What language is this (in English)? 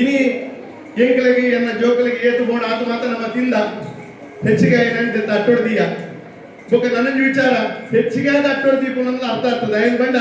Tulu